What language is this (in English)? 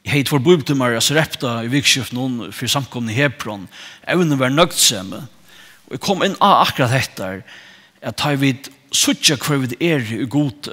Faroese